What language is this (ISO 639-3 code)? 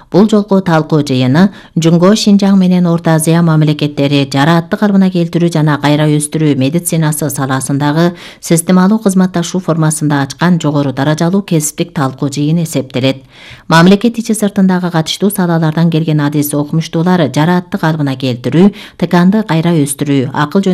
kir